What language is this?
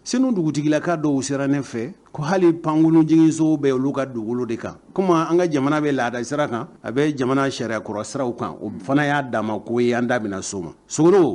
Bambara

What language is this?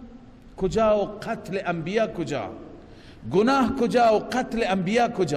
Persian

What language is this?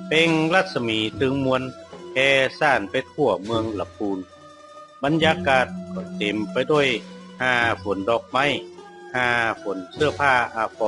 Northern Thai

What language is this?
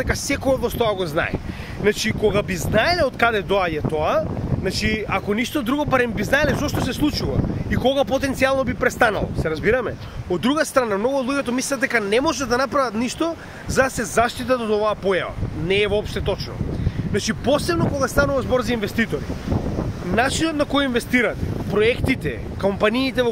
Macedonian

